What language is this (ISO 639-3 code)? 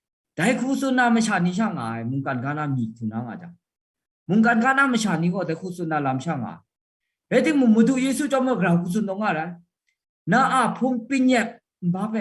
kac